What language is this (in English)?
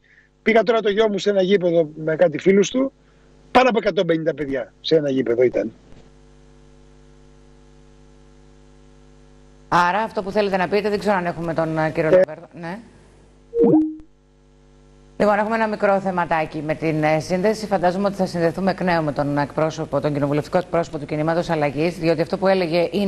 Greek